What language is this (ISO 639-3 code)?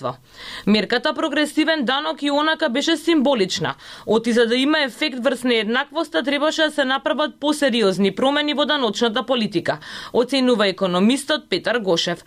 mkd